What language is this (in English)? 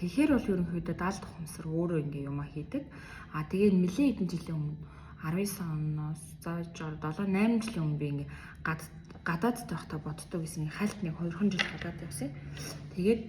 Mongolian